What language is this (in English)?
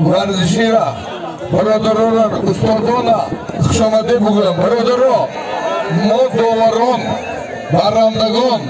Tajik